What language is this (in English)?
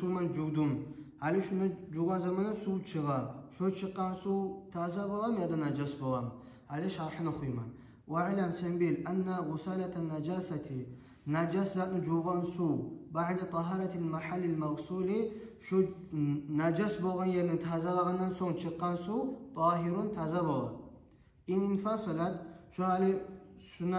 Kumyk